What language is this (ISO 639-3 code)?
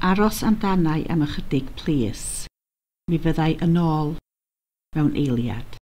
cym